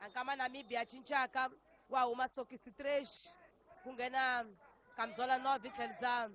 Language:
Tsonga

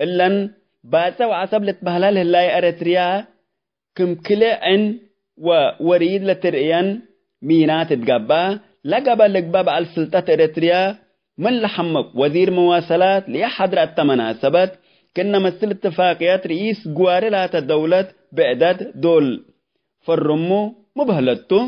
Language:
Tigre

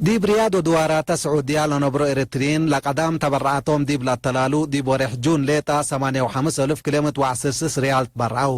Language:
Tigre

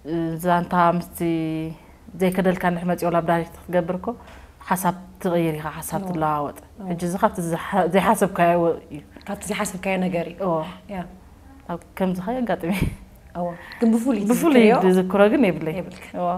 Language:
Tigrinya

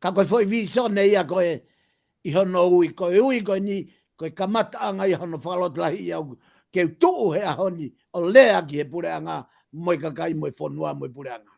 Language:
Tongan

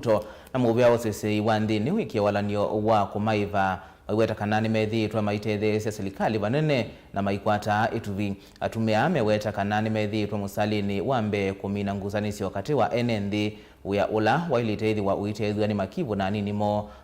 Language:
Kamba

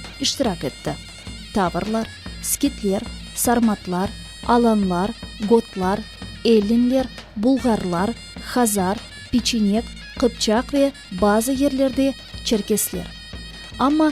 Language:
Crimean Tatar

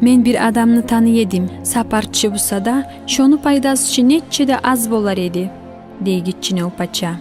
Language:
Kumyk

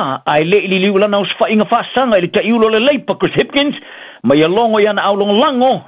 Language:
Samoan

